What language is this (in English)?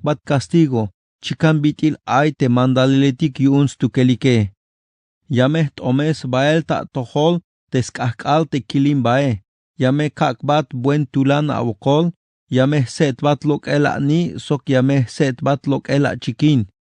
Tzeltal